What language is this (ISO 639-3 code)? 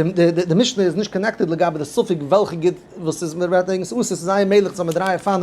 yid